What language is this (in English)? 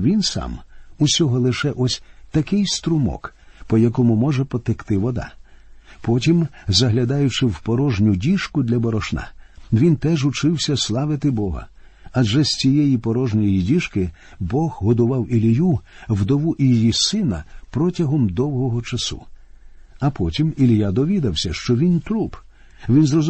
Ukrainian